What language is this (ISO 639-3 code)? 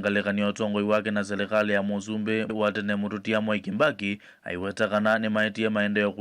kam